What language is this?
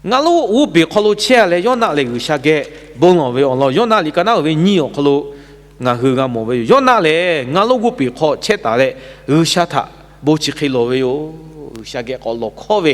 Lahu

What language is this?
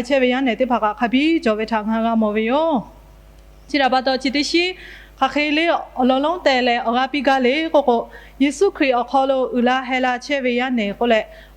Lahu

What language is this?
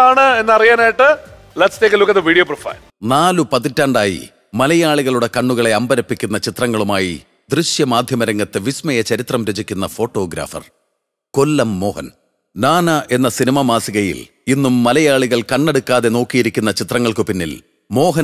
Malayalam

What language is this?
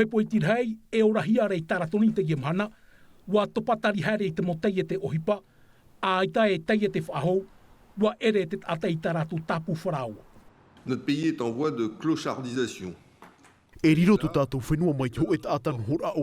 Tahitian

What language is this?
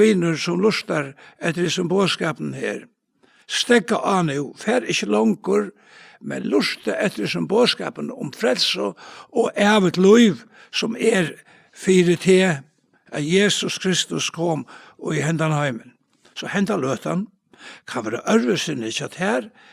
Faroese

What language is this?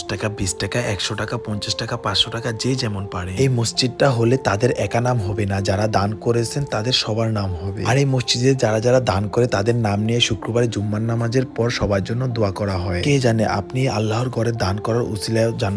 Bangla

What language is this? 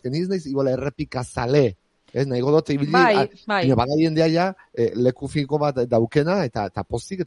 Basque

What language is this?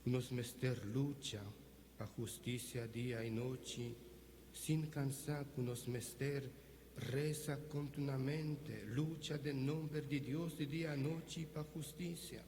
Papiamento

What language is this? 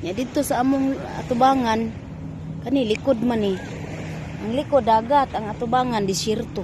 Cebuano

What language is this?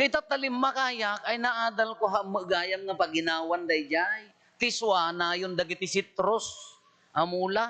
Iloko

